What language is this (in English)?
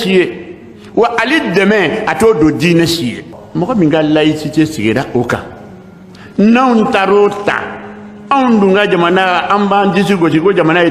Bambara